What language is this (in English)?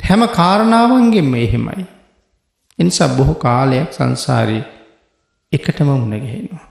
Sinhala